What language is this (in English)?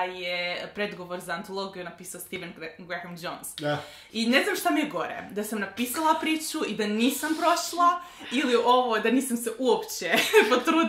Croatian